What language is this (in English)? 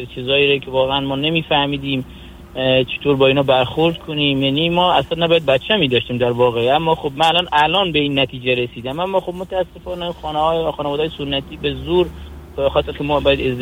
Persian